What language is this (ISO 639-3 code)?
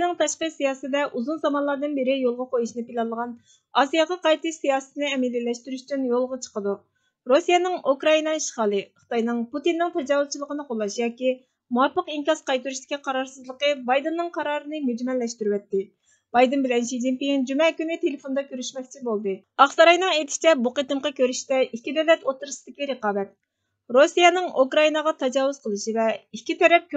uig